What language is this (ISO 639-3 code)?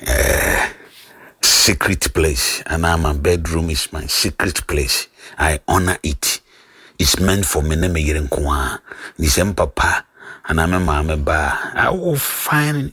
aka